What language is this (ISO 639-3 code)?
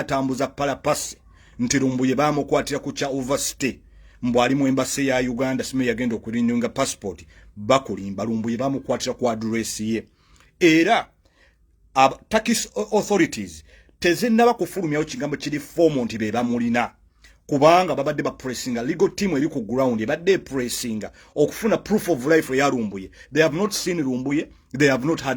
lug